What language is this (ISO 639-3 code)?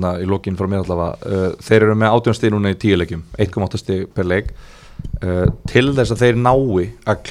isl